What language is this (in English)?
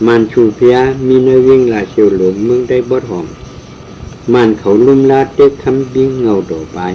Shan